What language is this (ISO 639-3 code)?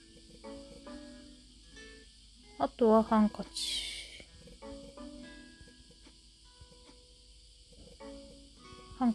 jpn